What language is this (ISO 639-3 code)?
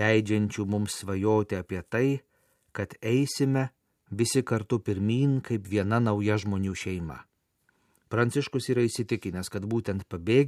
lit